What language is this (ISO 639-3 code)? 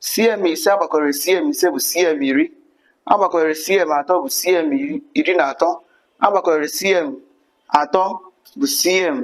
ibo